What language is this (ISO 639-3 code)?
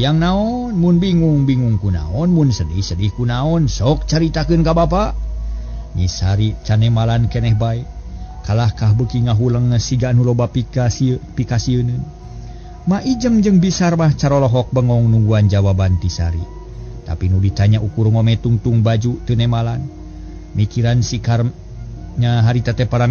sun